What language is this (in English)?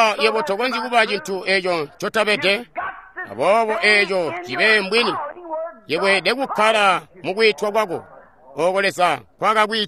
Tonga (Zambia)